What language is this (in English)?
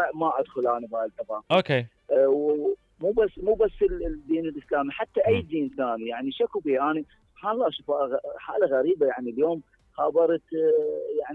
Mesopotamian Arabic